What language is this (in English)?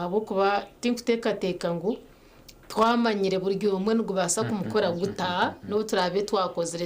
Nyankole